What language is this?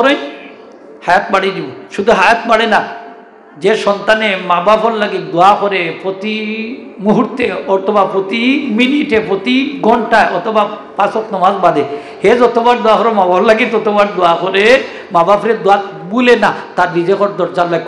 Sylheti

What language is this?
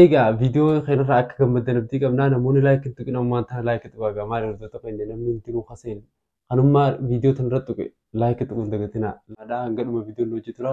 Oromo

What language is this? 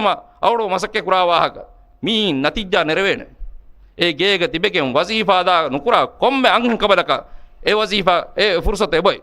Divehi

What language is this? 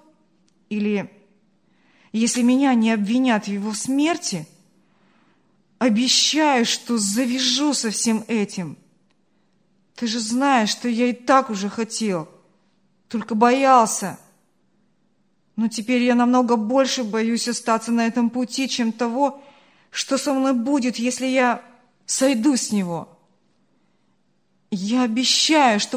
Russian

